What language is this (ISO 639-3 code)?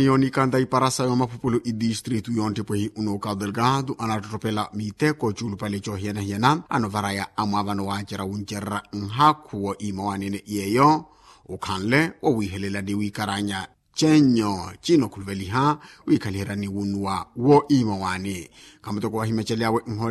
vmw